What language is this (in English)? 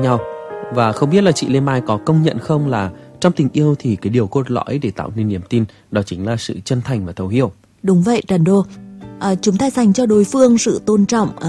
Vietnamese